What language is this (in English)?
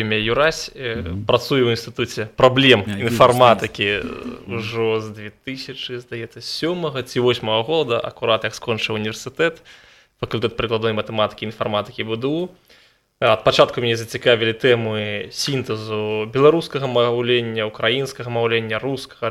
Belarusian